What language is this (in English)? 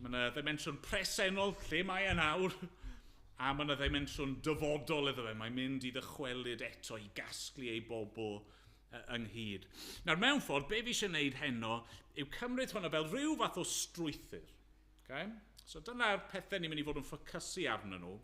Welsh